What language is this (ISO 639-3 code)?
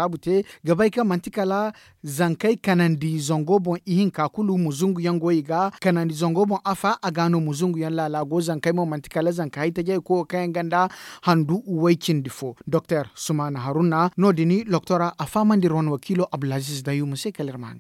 dje